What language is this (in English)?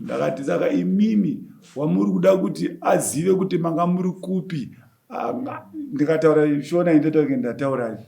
Shona